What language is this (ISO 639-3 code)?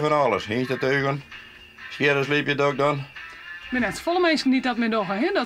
fry